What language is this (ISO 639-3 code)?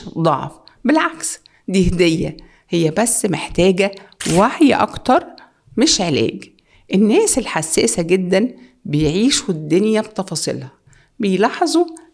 arz